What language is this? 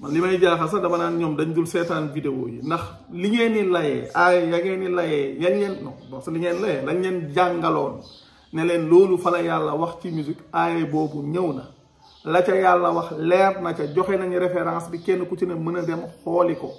Wolof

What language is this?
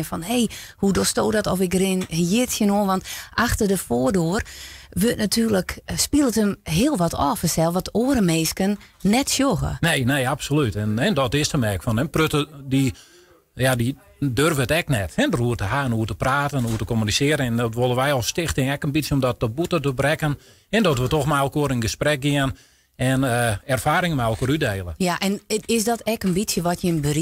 Western Frisian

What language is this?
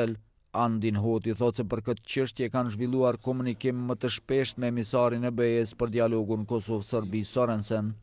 Albanian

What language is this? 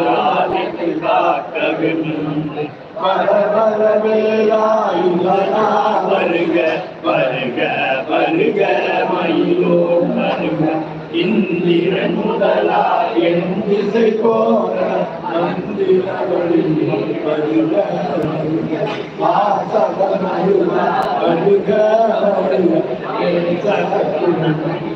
Tamil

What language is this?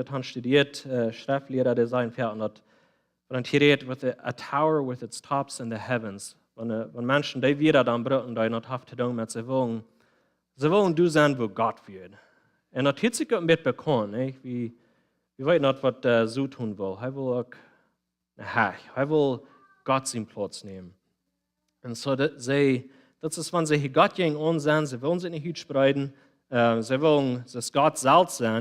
Plautdietsch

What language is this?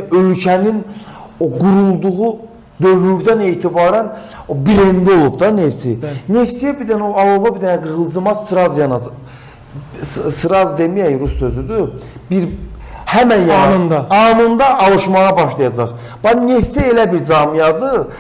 Azerbaijani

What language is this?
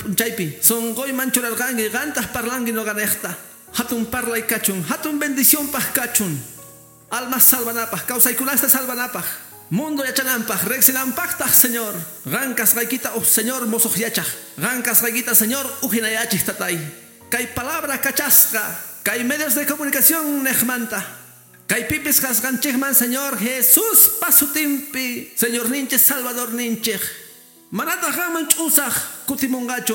Quechua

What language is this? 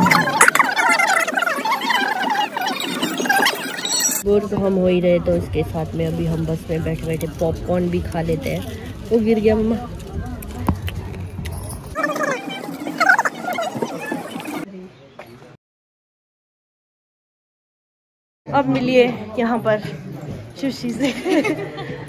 Hindi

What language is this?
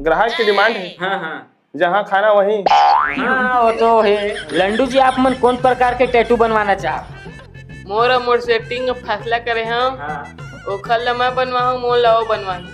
Chhattisgarhi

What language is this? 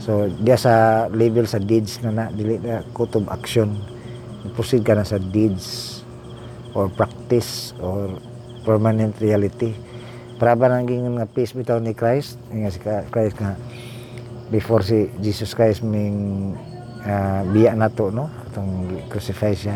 Cebuano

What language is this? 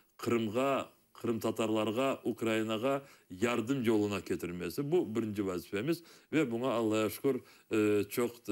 Crimean Tatar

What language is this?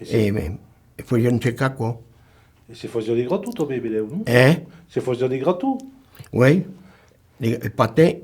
Occitan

